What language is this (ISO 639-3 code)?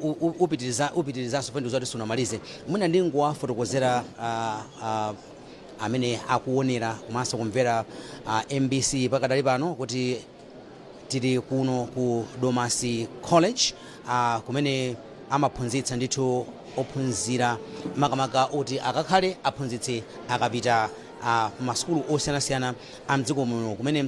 nya